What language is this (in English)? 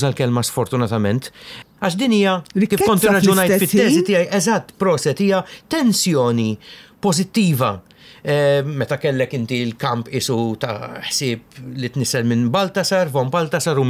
Maltese